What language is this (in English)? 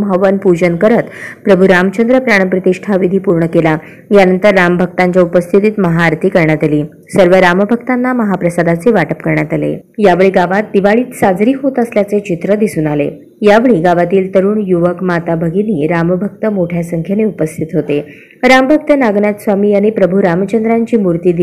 Marathi